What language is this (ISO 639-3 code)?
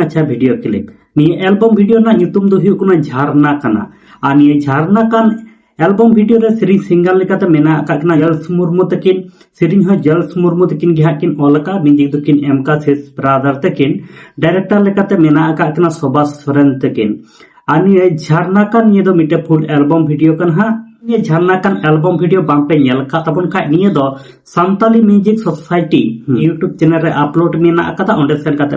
sat